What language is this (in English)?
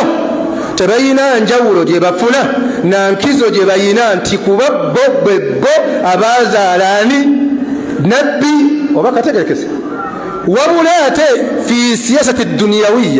Ganda